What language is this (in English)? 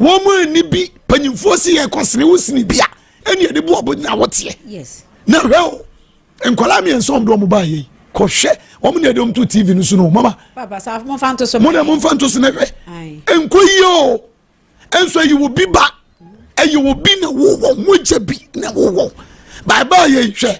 Akan